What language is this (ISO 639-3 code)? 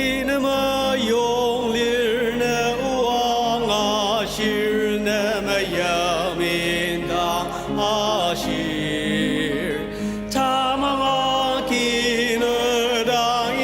njo